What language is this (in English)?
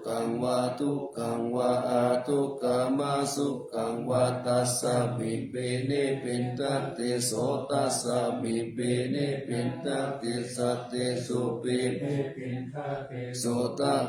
Pali